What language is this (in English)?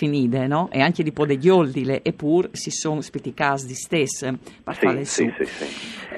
Friulian